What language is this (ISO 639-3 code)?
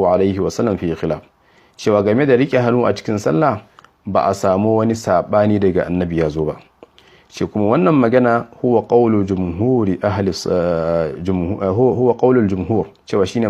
hau